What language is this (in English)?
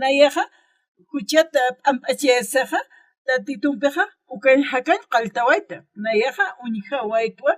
Aymara